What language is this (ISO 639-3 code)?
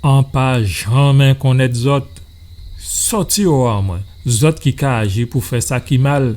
gcf